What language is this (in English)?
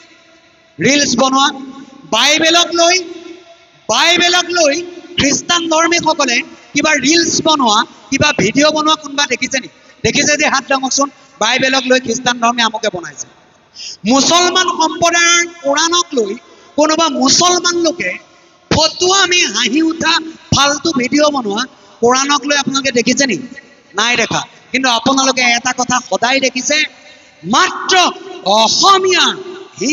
Assamese